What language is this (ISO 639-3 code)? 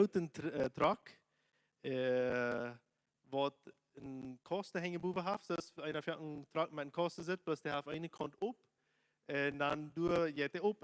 pdt